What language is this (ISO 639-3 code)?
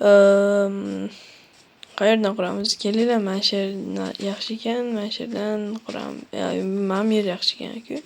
uzb